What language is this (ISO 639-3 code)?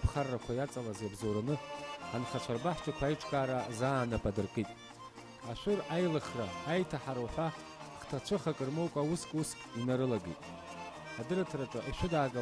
abk